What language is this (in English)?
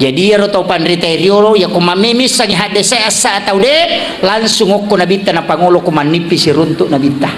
Buginese